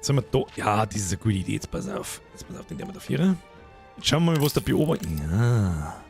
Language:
Bavarian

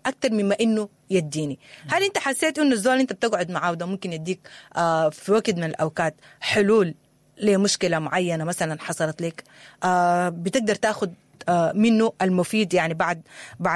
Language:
Sudanese Arabic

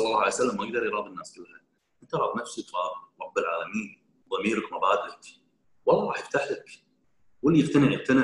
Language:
Gulf Arabic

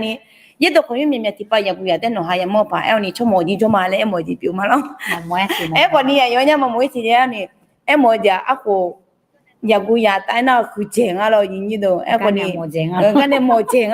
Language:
Akha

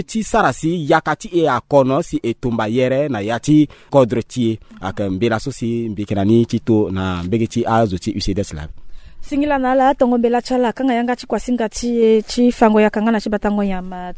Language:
Sango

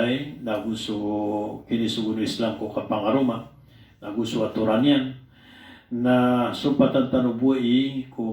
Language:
Maranao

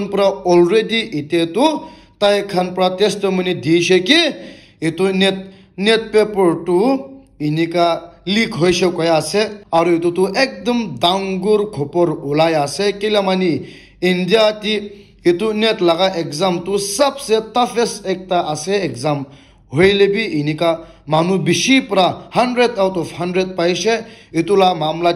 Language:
Naga Pidgin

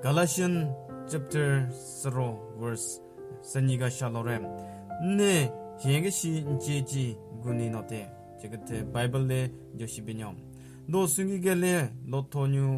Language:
Southern Rengma Naga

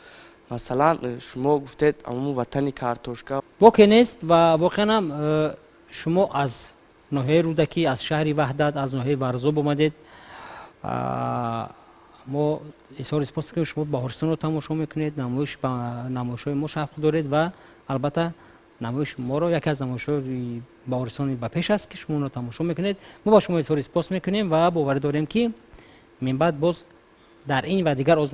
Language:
Tajik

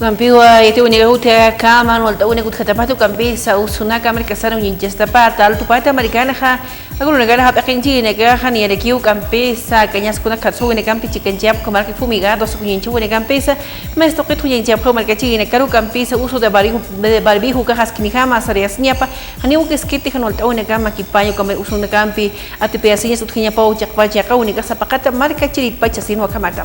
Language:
Aymara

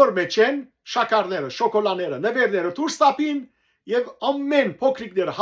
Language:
Western Armenian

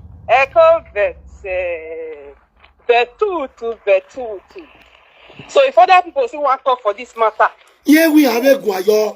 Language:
Nigerian Pidgin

